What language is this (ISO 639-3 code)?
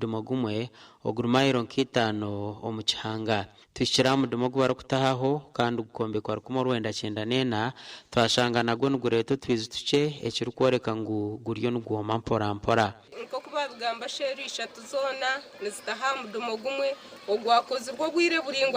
nyn